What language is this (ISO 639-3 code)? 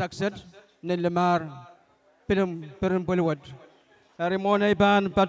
pon